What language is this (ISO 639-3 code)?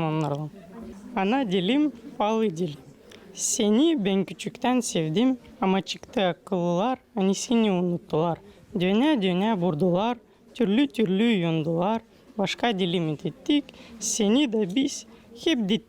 gag